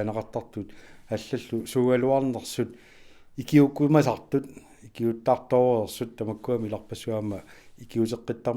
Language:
Kalaallisut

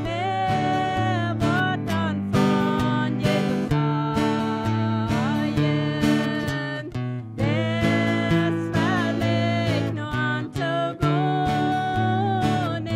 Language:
Plautdietsch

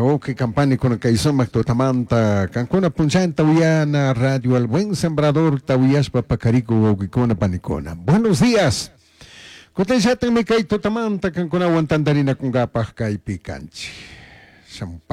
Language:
Chimborazo Highland Quichua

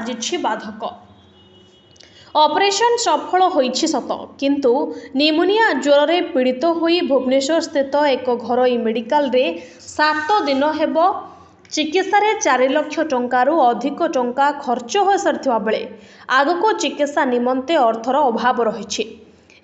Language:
Odia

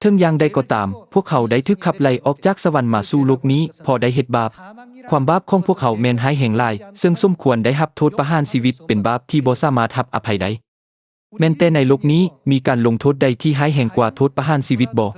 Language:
Lao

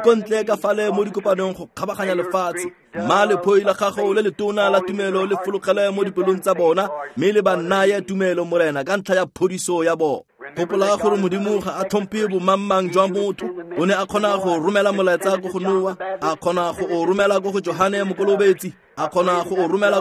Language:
Tswana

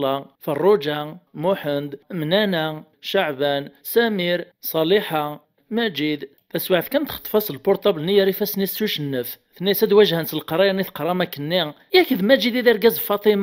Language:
Kabyle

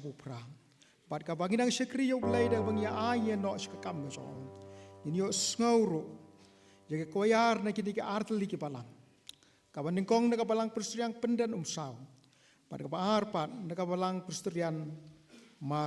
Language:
Khasi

